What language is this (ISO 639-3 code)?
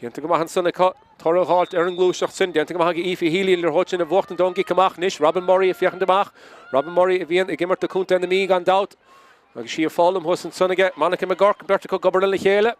gle